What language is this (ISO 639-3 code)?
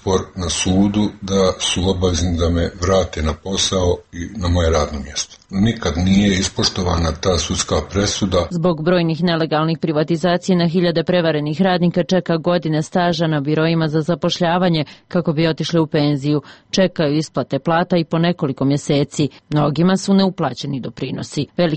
hrv